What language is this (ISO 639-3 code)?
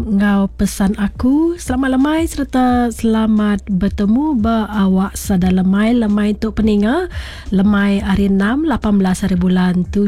iba